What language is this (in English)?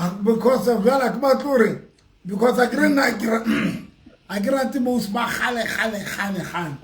Southern Sotho